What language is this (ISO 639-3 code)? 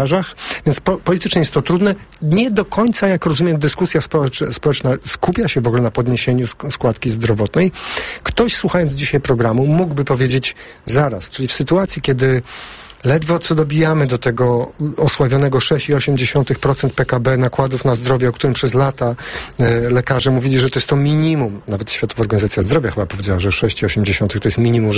pol